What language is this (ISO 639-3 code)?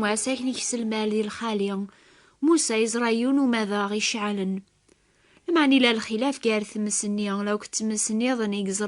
kab